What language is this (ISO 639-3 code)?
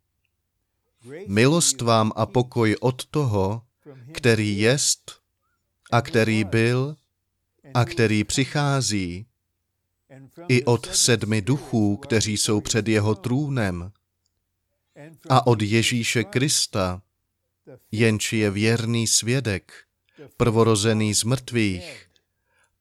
ces